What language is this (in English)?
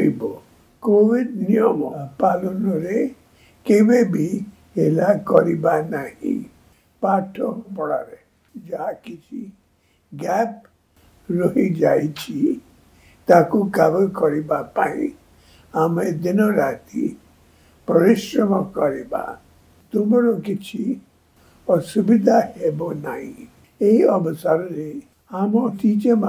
Odia